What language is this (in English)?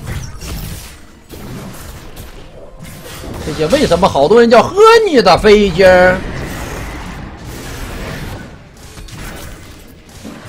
Chinese